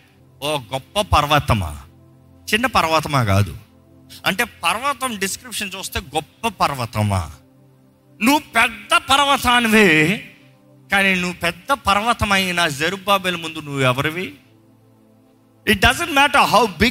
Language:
Telugu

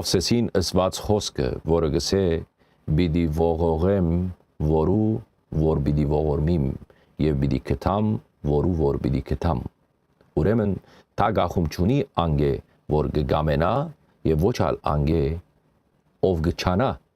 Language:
Western Armenian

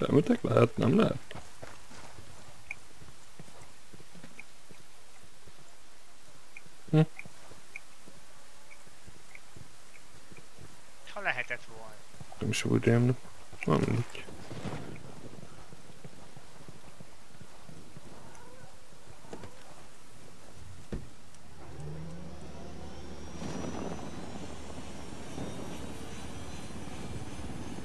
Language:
Hungarian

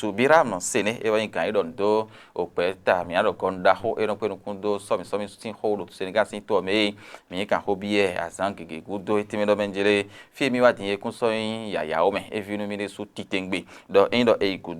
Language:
Fon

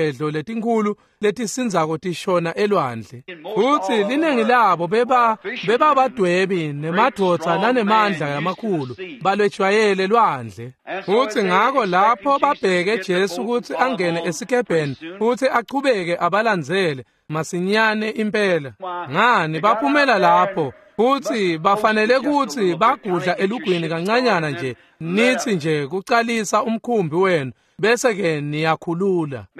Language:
Swati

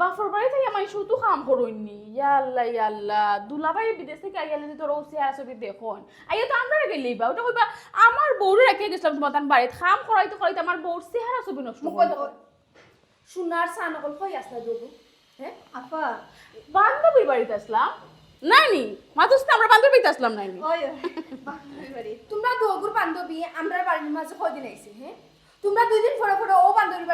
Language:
Sylheti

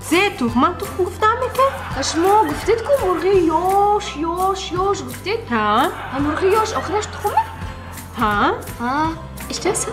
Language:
Tajik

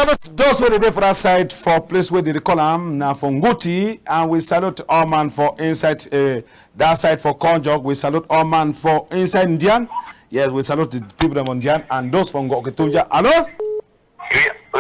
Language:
Cameroon Pidgin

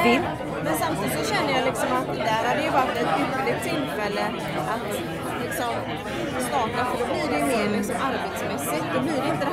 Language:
Swedish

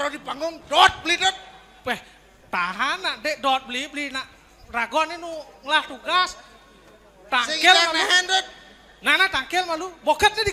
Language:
Balinese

